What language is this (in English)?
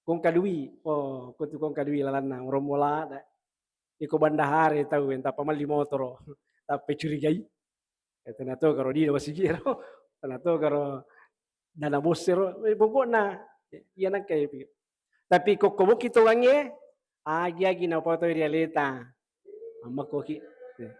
Buginese